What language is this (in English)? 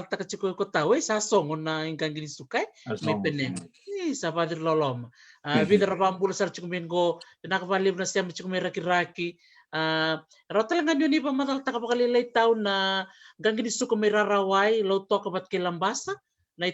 Fijian